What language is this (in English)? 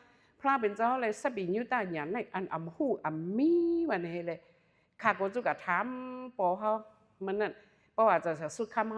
Shan